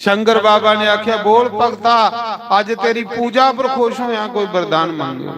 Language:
Dogri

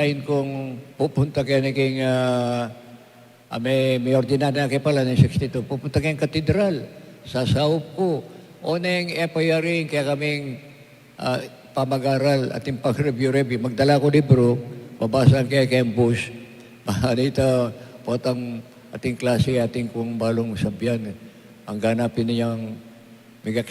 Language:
Pampanga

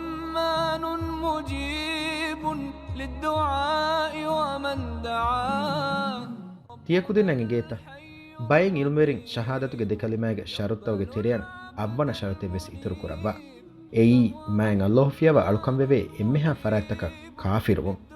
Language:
Divehi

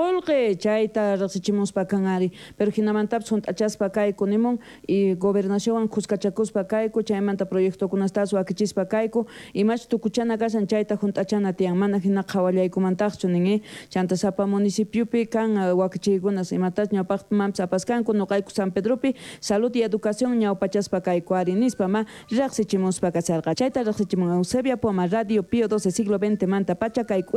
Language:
South Bolivian Quechua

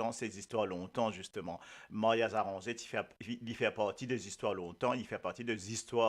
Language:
Morisyen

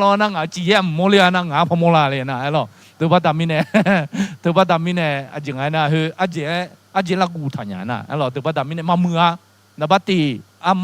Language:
Akha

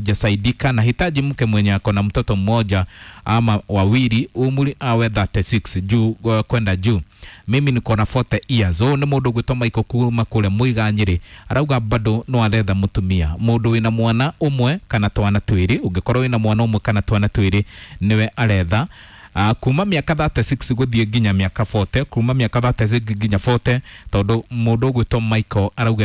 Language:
Kikuyu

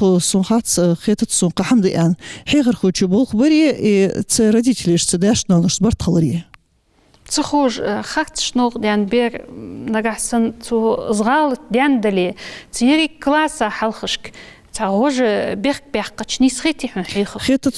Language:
Ingush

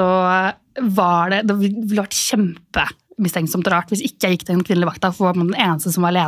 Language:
Norwegian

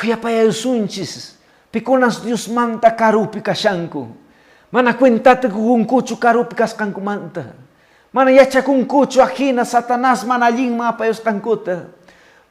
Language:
Quechua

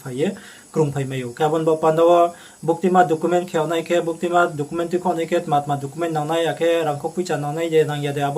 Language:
Riang (India)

